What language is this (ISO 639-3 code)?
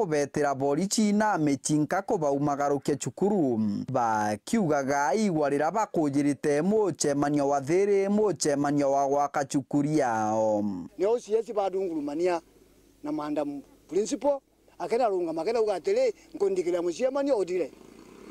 mer